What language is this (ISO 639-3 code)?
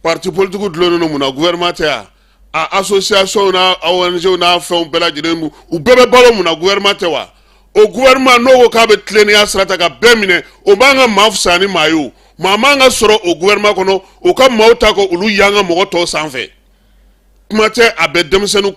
bam